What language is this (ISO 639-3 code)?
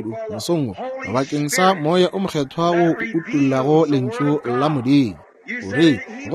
nso